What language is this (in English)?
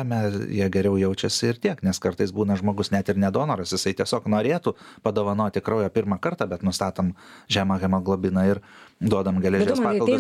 Lithuanian